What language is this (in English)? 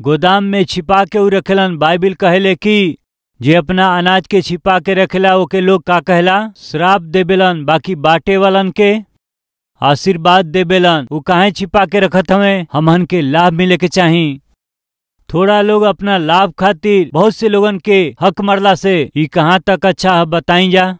Bhojpuri